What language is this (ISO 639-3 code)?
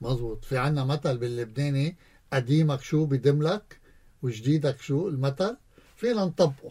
apc